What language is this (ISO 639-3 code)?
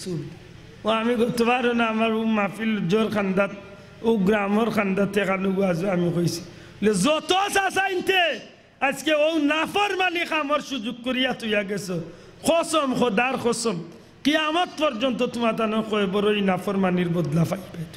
syl